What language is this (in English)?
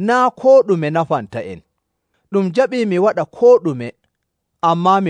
Nigerian Fulfulde